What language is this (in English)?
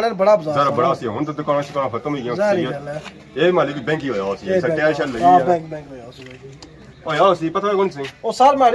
Pahari-Potwari